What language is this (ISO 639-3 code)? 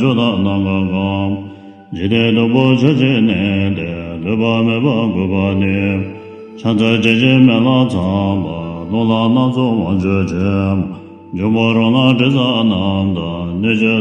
bod